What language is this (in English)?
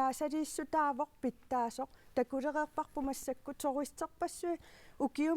Kalaallisut